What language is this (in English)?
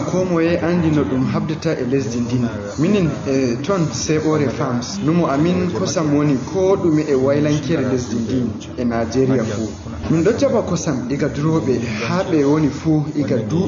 Fula